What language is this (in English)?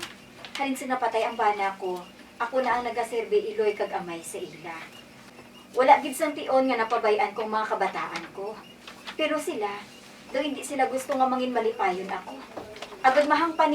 Hiligaynon